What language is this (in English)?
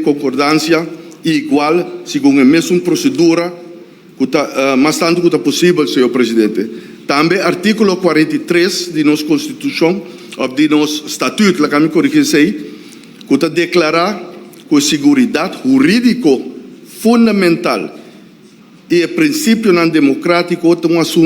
Papiamento